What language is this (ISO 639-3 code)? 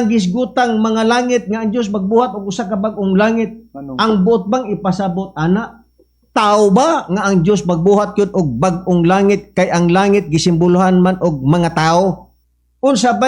ceb